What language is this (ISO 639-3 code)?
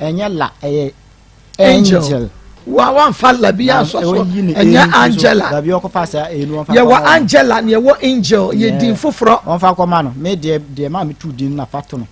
aka